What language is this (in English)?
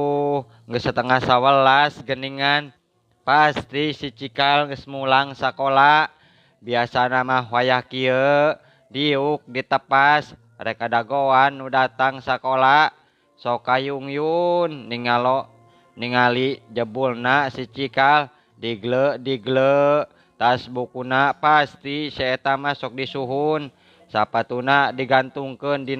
Sundanese